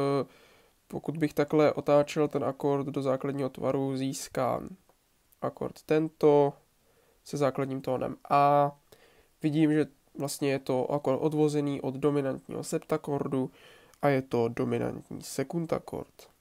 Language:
Czech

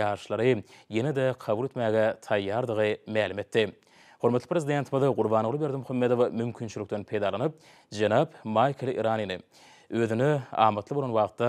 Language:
Turkmen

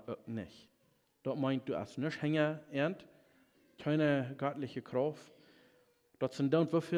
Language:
Plautdietsch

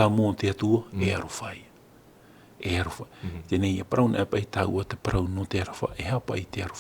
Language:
Tahitian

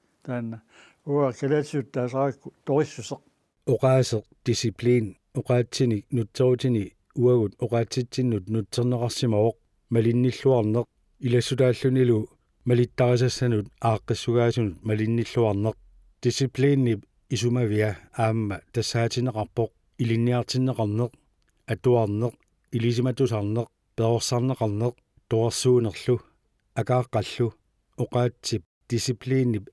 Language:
Kalaallisut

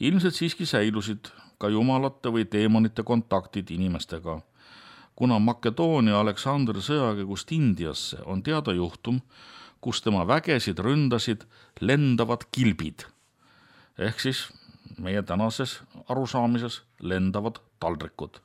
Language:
Estonian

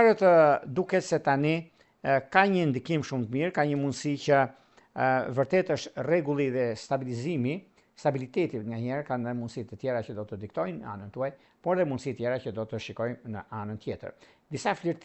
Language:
Albanian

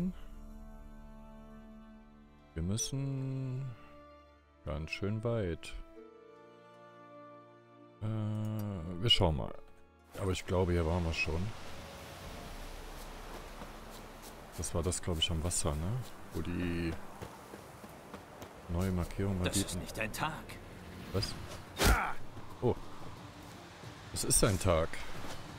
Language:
German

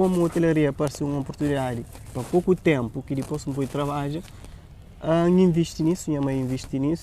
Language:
Kabuverdianu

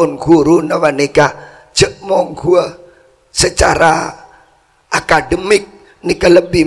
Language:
Madurese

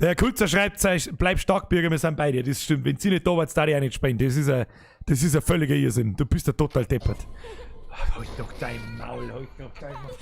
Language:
Bavarian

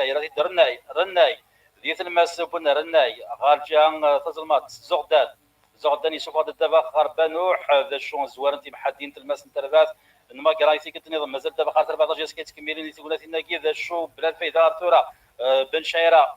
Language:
Kabyle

